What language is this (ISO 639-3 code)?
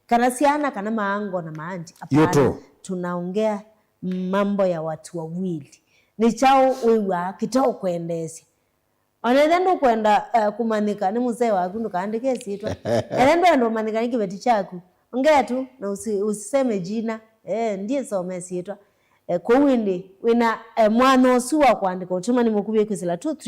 kam